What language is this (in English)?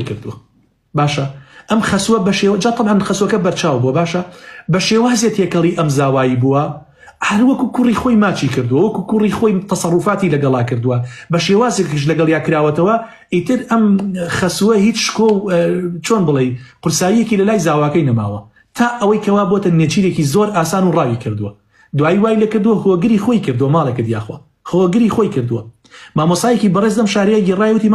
Central Kurdish